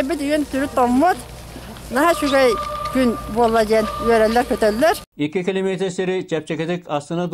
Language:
Yakut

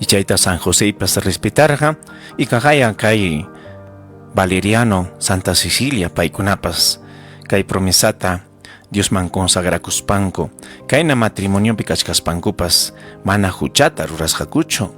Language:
Ayacucho Quechua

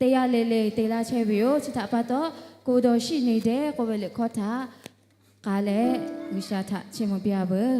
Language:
Lahu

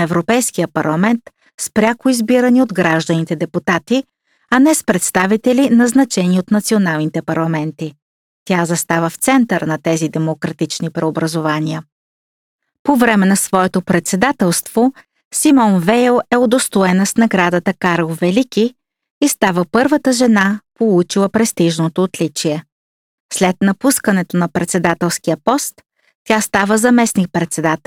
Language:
Bulgarian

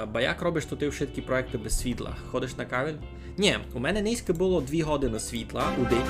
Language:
Rusyn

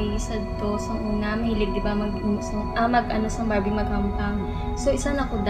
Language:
Hiligaynon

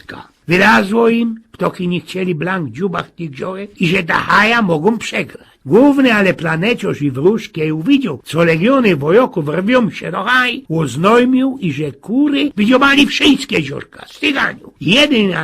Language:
Silesian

